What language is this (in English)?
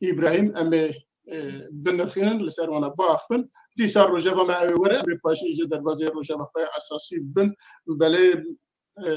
Kurdish